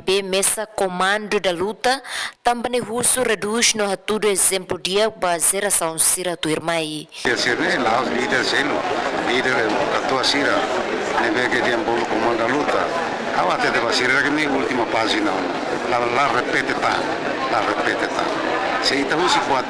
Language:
Tetum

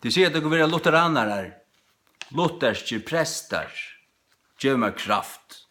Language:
Faroese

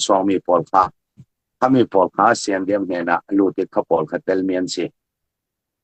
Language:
Falam Chin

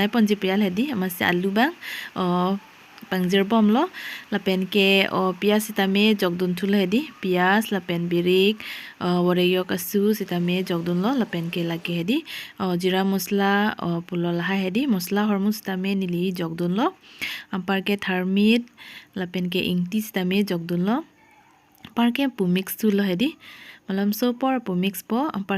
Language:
Karbi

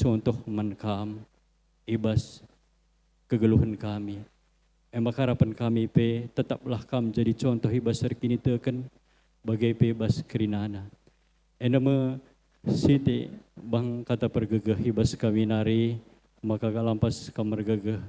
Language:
Batak Karo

